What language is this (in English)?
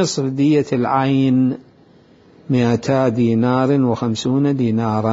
Mesopotamian Arabic